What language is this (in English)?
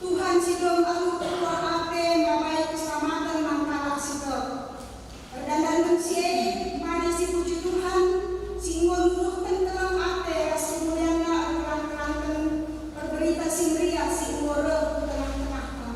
Batak Karo